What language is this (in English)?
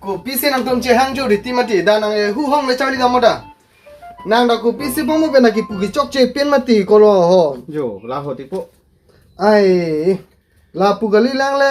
Karbi